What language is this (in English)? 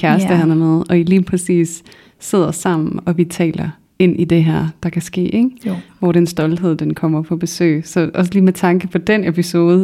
Danish